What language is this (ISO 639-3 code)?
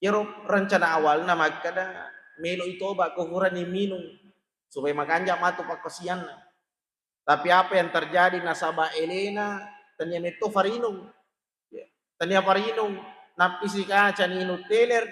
bug